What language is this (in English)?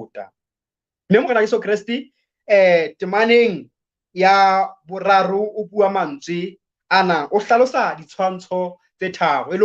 Southern Sotho